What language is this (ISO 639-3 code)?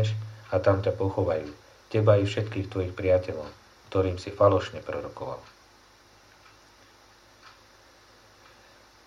slk